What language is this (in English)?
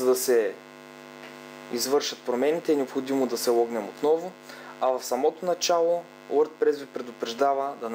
Bulgarian